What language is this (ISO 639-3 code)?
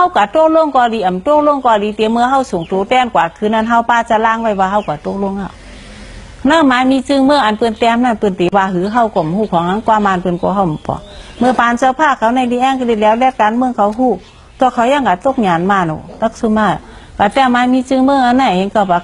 shn